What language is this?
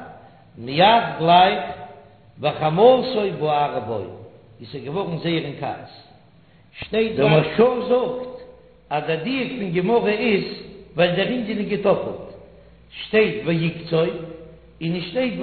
Yiddish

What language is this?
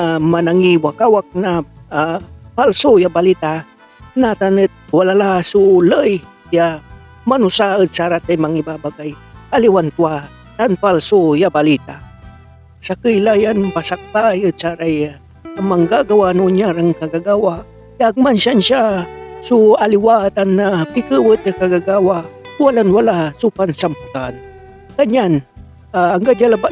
Pangasinan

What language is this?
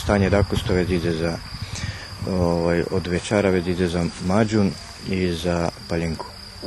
Rusyn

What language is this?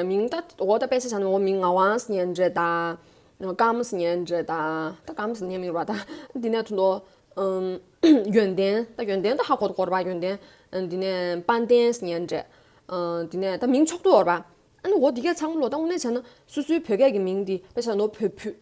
Tibetan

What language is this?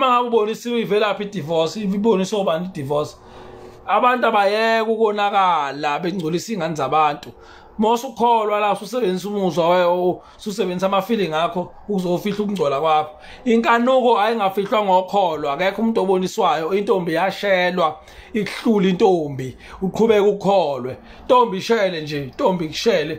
Zulu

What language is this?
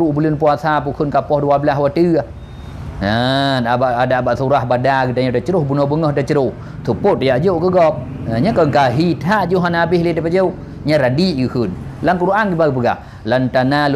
Achinese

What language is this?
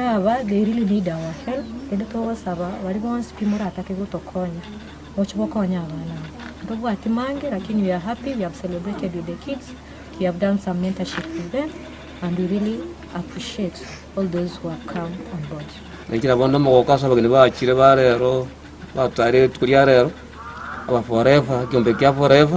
Gusii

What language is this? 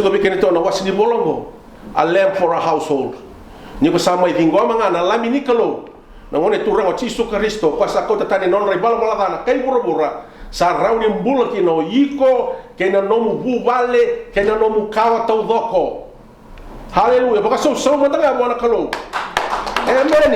Fijian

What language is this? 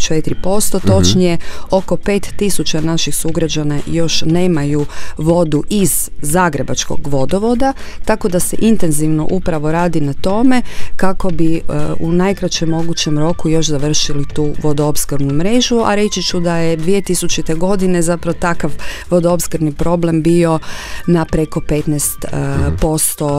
Croatian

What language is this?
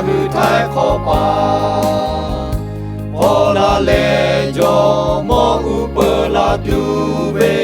Lahu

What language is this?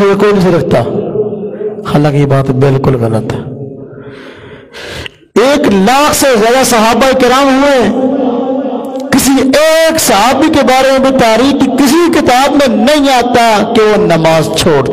Urdu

